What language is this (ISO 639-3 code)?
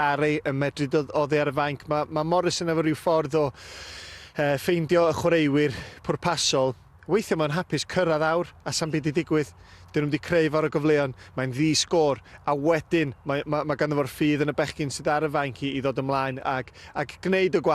cym